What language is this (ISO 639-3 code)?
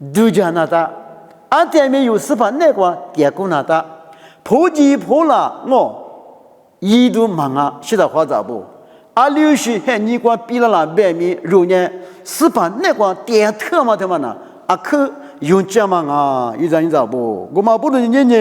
lis